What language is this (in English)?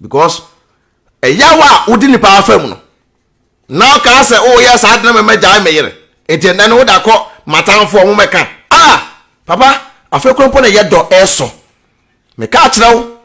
Akan